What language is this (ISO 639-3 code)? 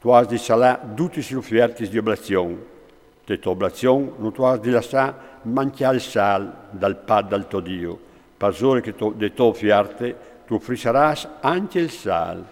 fur